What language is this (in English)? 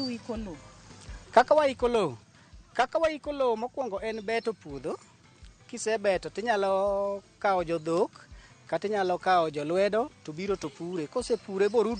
Luo (Kenya and Tanzania)